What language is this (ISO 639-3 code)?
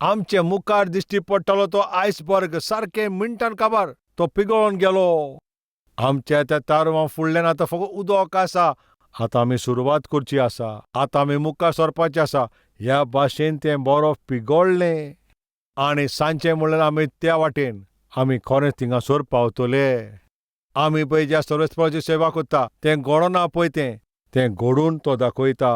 kok